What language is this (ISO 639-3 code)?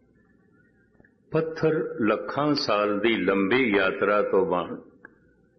pan